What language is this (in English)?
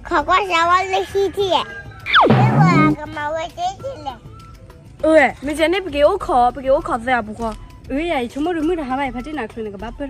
S'gaw Karen